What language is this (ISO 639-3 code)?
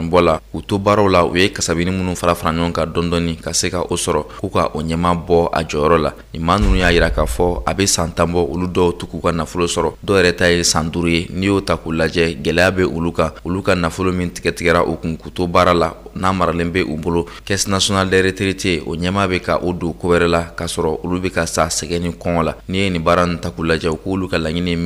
bam